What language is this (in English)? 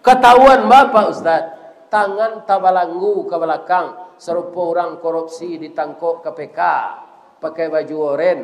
Minangkabau